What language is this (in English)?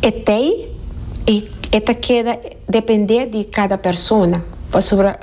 Papiamento